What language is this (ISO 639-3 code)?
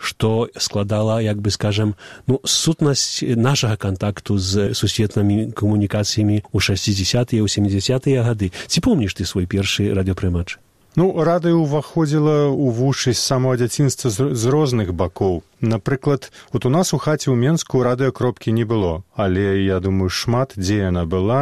bel